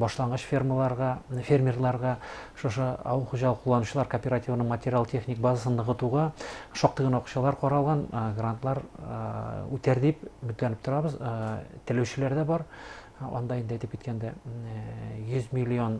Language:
Bashkir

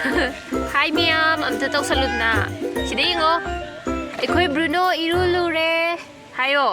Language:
Manipuri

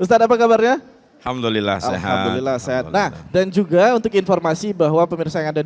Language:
Musi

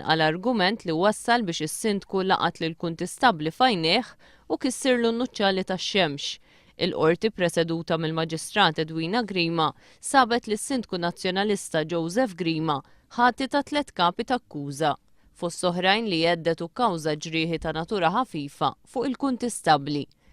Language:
Maltese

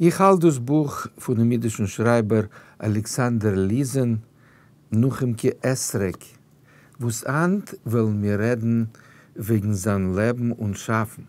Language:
Yiddish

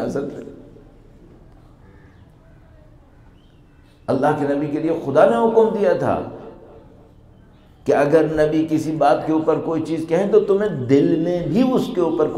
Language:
Urdu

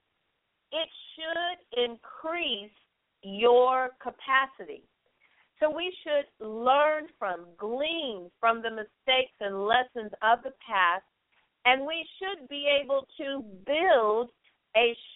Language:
English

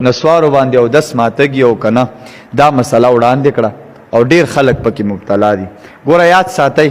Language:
Pashto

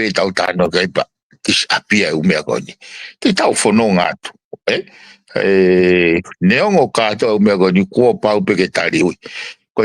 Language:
Tongan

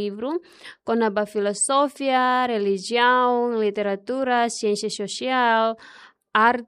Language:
Tetum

